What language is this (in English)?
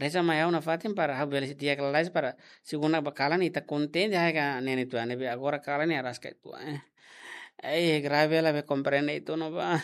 Tetum